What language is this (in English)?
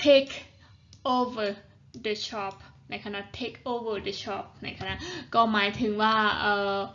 Shan